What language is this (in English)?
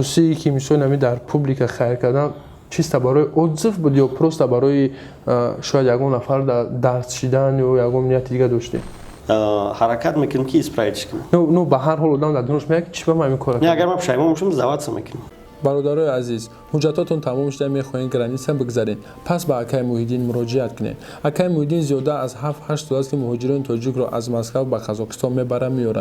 Tajik